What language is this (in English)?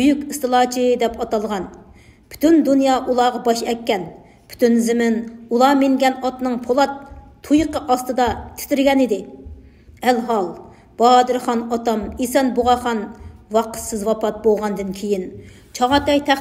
Uyghur